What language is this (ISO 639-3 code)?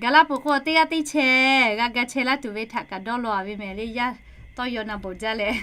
lhu